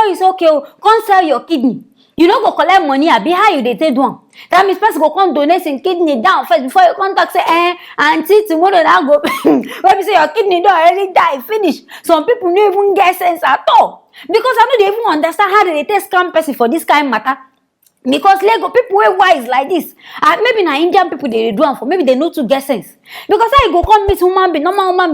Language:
Nigerian Pidgin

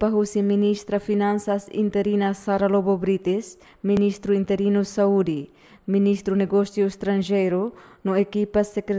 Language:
Tetum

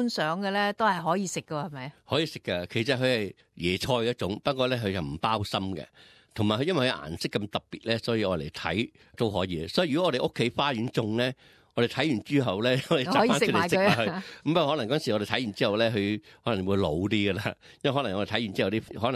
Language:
Cantonese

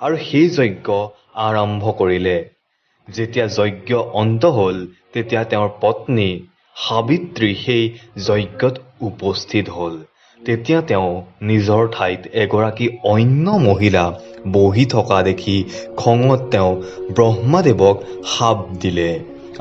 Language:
Assamese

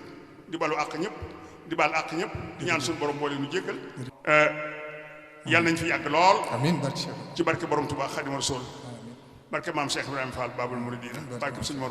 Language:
Wolof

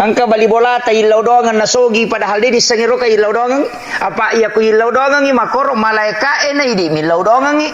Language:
Buginese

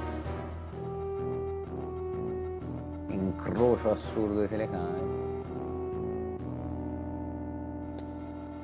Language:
Italian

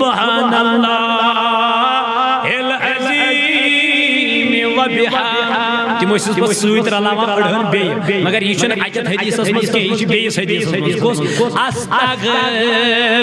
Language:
Kashmiri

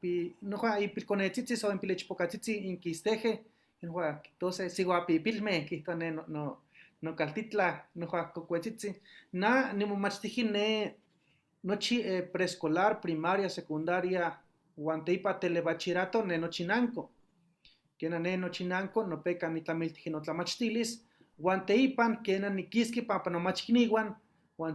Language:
Eastern Huasteca Nahuatl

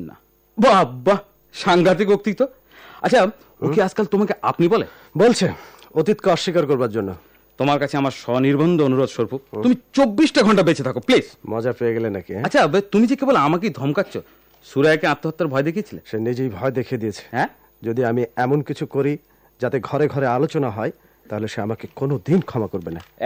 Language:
Bangla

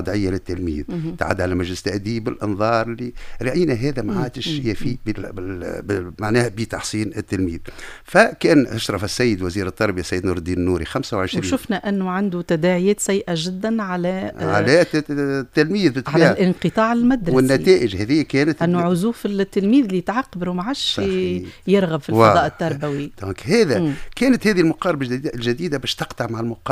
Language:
Tunisian Arabic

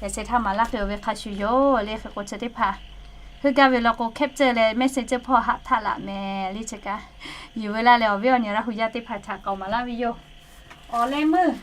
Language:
Lahu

